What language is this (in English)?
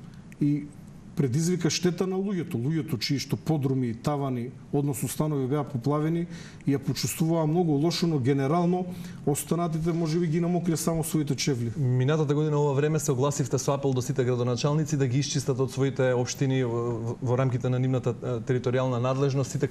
Macedonian